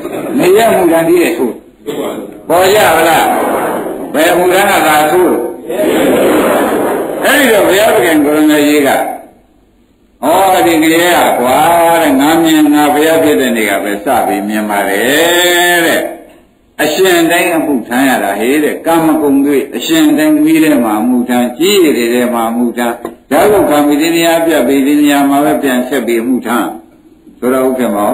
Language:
Burmese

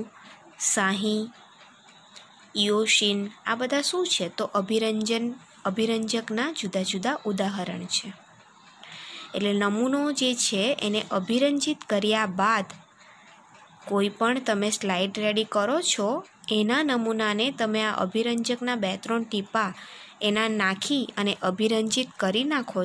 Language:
Gujarati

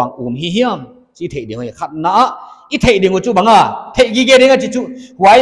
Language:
Paite Chin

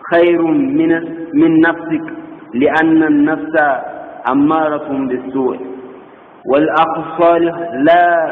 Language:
Sidamo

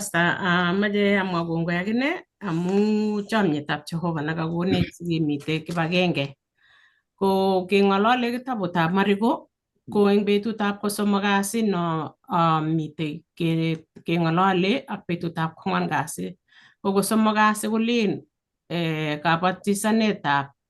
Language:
Kalenjin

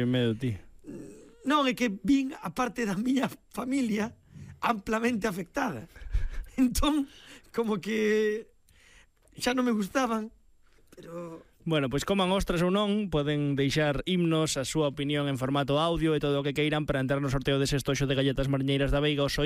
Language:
Galician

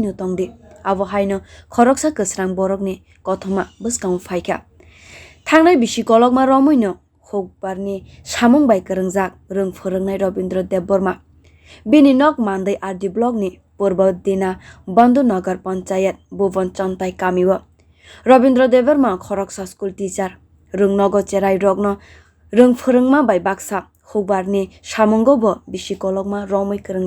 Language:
Kok Borok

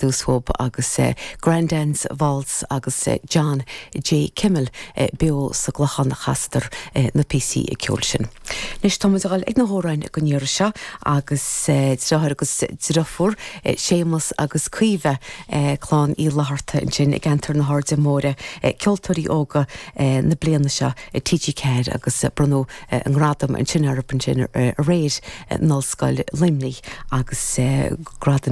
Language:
Irish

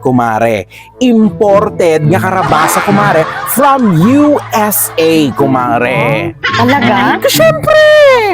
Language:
Iloko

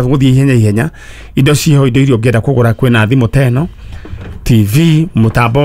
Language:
Kikuyu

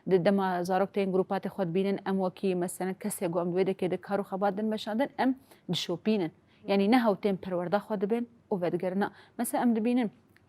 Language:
Kurdish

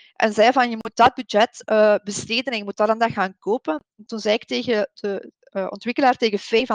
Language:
Dutch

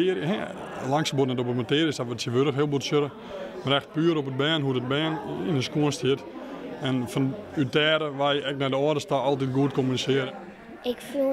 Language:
Western Frisian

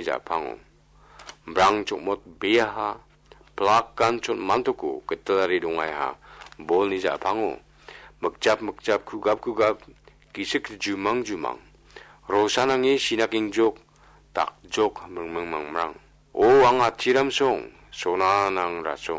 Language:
Garo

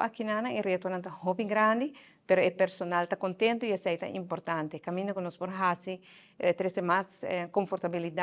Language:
Papiamento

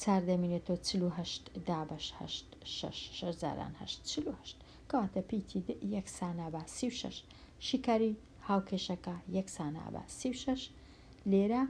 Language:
Central Kurdish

